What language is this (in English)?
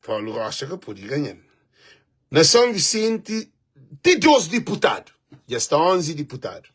Kabuverdianu